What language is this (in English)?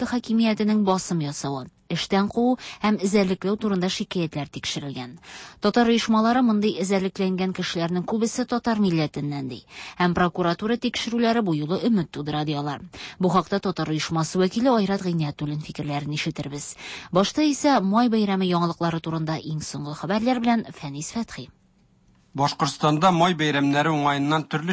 Tatar